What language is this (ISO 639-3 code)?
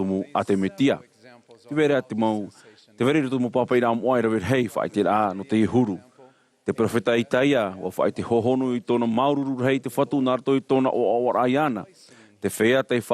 tah